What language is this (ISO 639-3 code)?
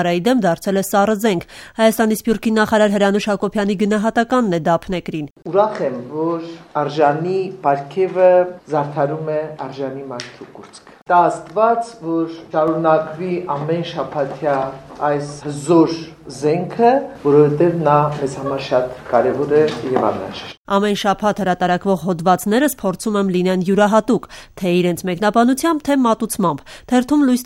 hye